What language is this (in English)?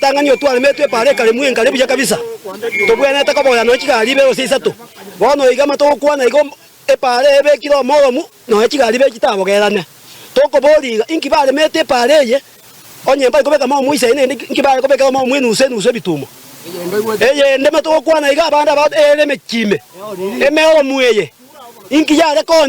Gusii